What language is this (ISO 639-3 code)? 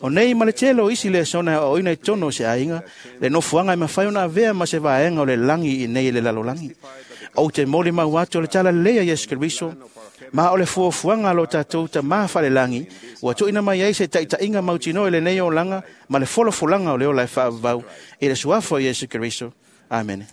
smo